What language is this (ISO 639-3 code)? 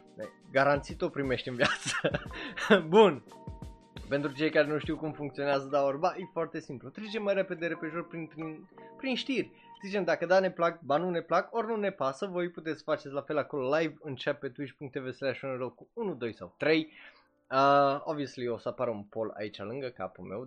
ron